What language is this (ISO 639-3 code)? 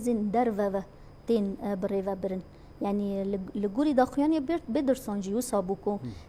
kur